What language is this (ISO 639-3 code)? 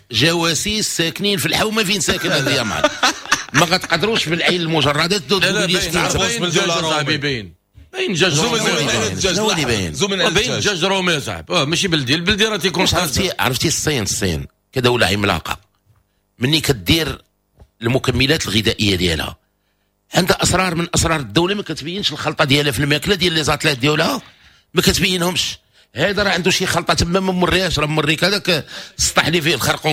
ary